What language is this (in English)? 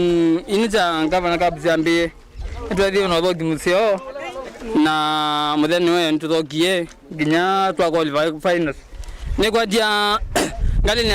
Kamba